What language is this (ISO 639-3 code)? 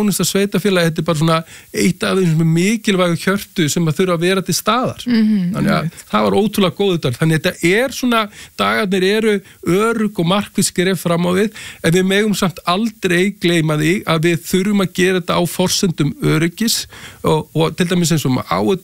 isl